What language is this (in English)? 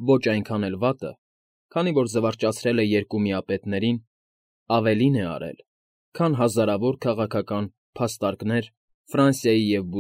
Armenian